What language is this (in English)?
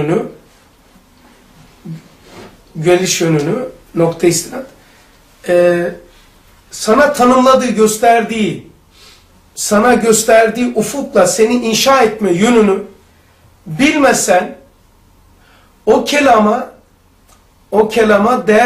Turkish